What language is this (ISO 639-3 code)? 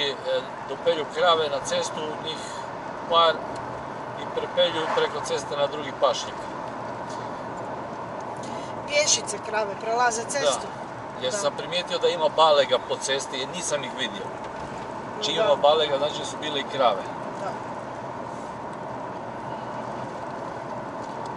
hrv